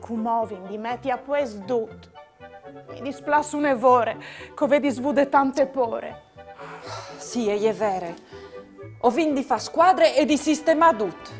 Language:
Friulian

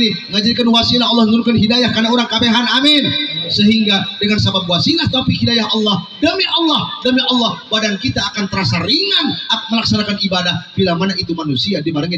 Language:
Sundanese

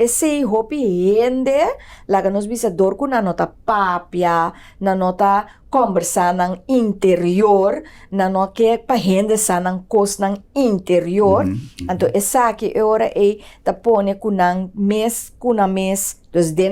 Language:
Papiamento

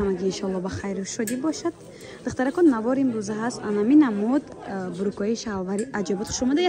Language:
Tajik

